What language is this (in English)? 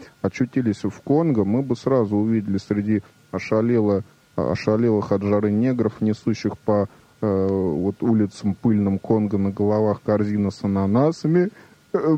Russian